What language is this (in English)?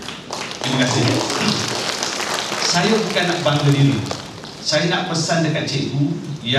Malay